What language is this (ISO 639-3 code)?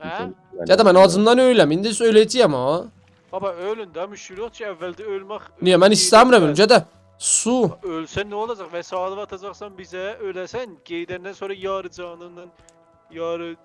azb